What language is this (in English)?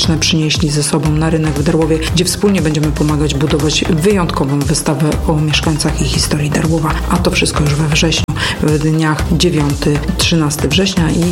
Polish